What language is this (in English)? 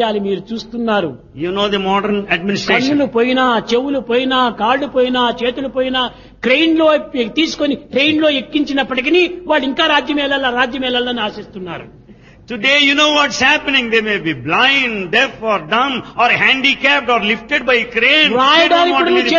Telugu